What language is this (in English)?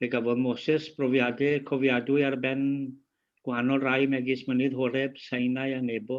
Welsh